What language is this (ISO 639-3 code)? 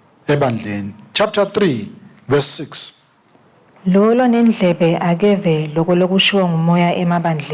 ssw